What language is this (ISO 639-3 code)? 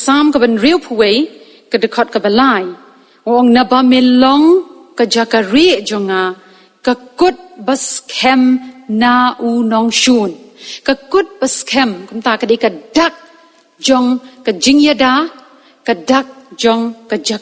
kha